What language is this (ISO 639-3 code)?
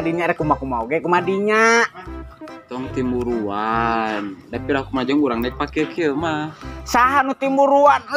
sun